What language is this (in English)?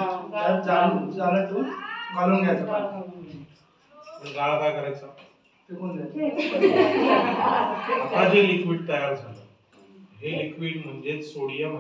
Marathi